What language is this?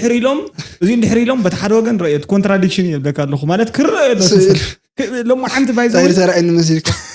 Tigrinya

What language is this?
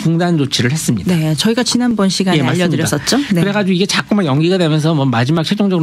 Korean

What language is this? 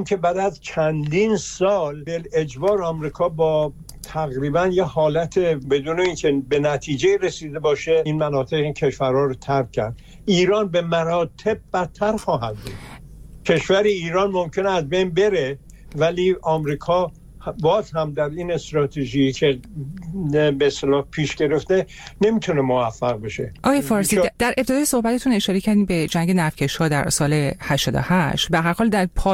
Persian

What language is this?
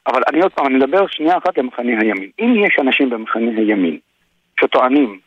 Hebrew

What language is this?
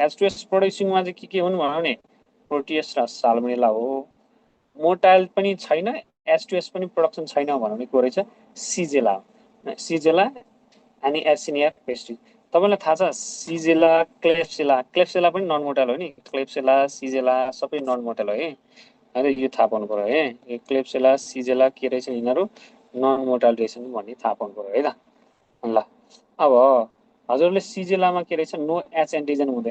Nepali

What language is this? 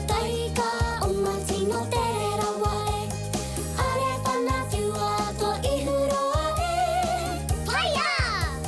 Māori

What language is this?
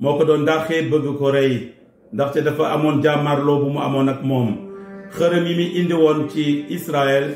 Wolof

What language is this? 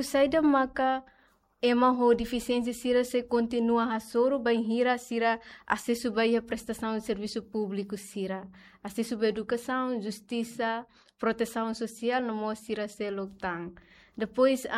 Tetum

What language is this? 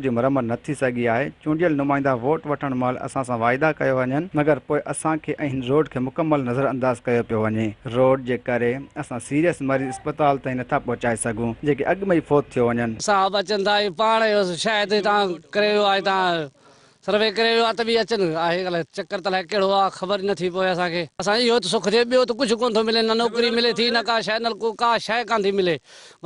Sindhi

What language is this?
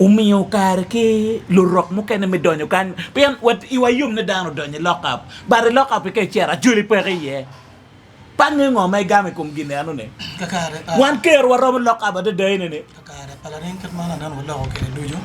Acoli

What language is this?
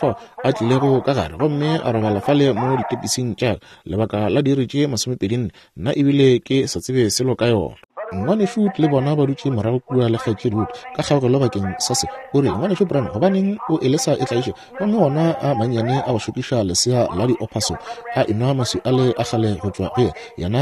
Northern Sotho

